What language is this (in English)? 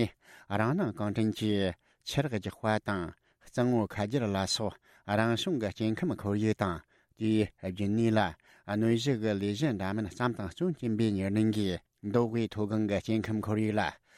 Tibetan